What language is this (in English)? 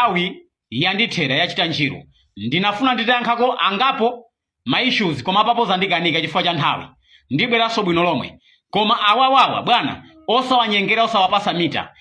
Nyanja